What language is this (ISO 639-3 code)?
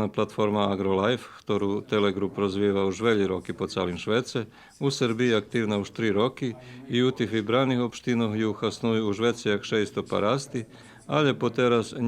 rue